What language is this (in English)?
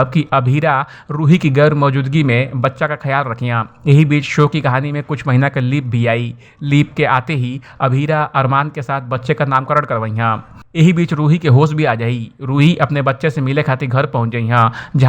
Bhojpuri